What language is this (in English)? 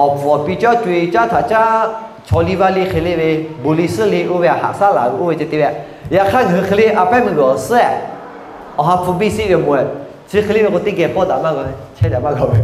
Lahu